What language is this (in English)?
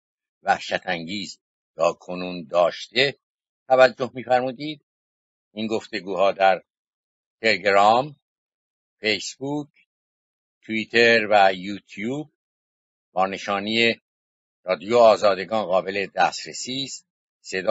Persian